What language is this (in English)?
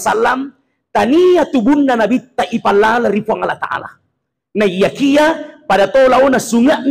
Buginese